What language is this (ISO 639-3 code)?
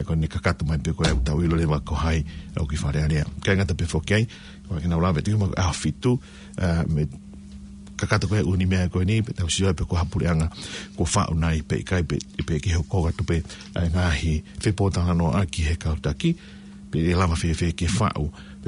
ton